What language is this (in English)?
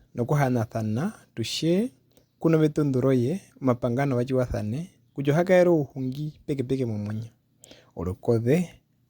Herero